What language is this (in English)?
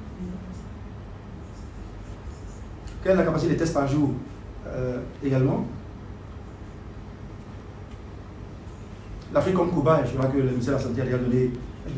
French